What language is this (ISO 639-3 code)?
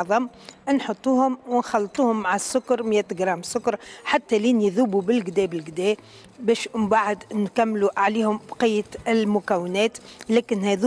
aeb